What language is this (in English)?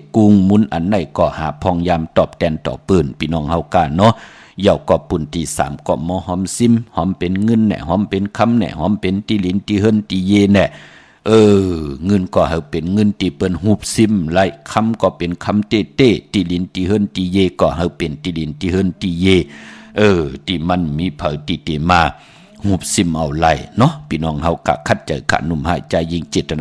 Shan